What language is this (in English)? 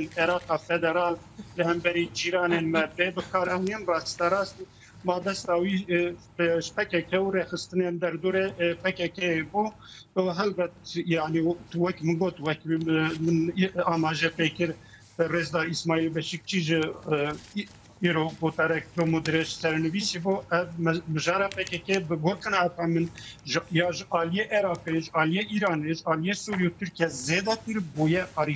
Kurdish